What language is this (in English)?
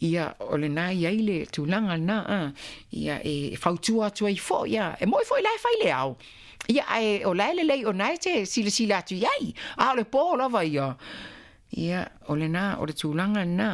Samoan